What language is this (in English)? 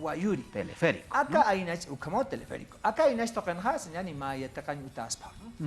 Aymara